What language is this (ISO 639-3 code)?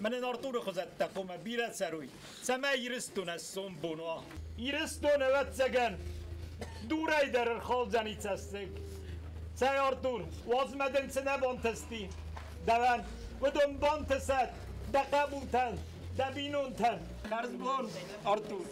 oss